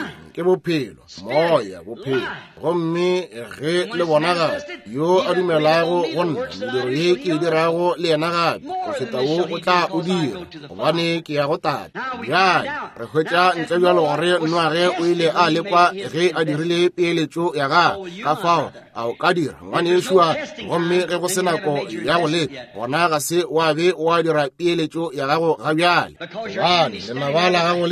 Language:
Northern Sotho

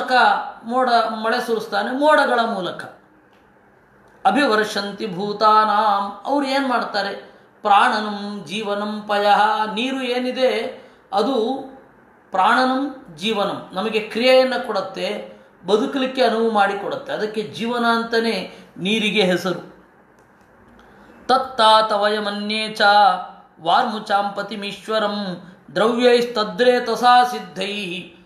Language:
Kannada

